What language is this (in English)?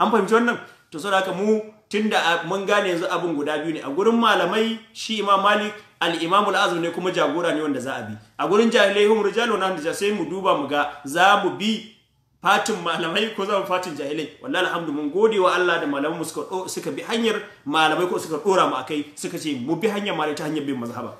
Hausa